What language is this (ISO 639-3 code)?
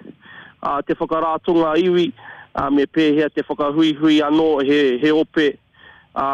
mri